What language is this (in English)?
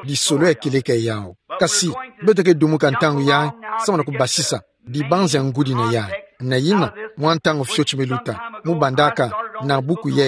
Kituba (Democratic Republic of Congo)